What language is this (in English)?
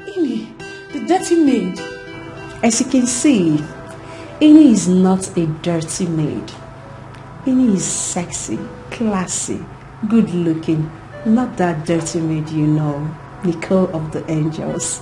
Nigerian Pidgin